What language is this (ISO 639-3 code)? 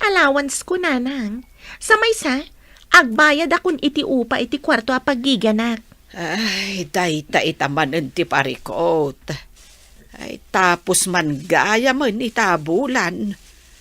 ilo